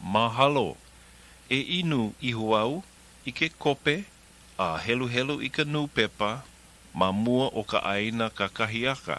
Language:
Hawaiian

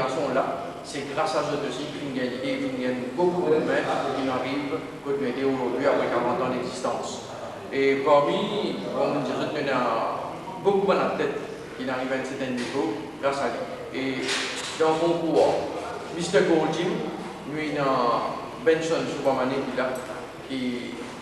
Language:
Morisyen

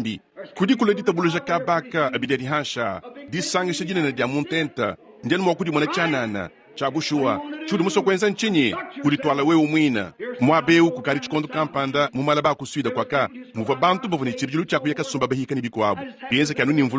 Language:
Luba-Lulua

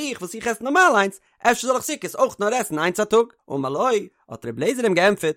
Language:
Yiddish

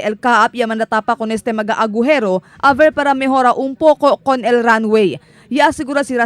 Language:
Chavacano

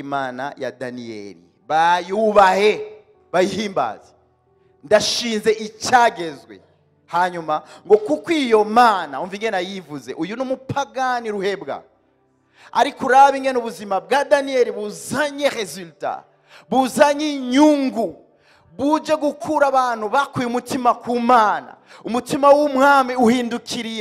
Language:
Rundi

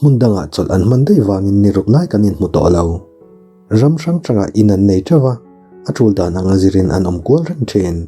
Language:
Mizo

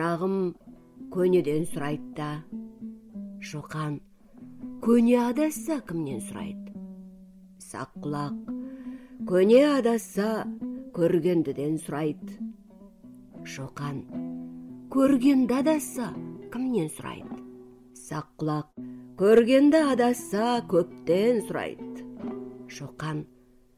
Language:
Kazakh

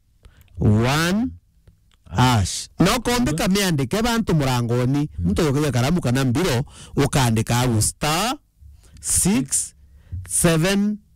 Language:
Meru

